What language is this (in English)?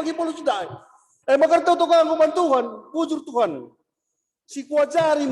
Batak Karo